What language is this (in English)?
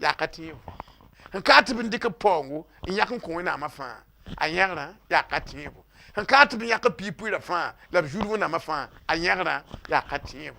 Mossi